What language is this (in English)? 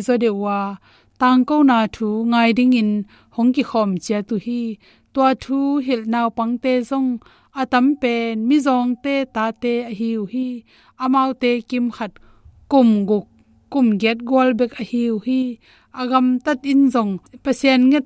Tedim Chin